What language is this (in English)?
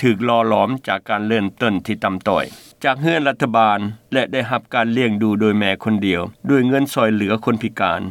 Lao